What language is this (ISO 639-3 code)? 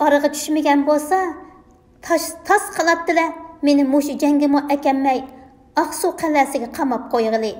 uig